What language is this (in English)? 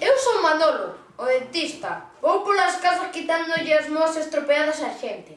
Galician